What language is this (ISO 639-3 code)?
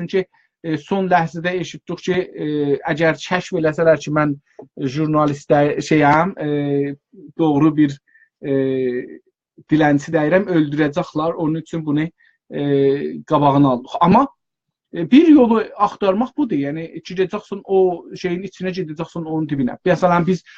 azb